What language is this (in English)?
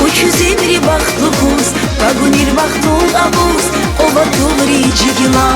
Tabassaran